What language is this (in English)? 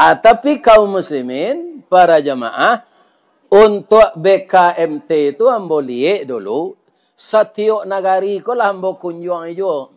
Minangkabau